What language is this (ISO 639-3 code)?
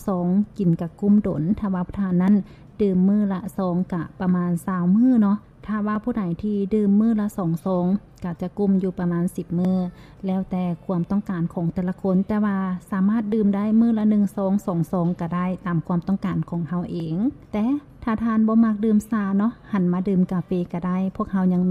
lao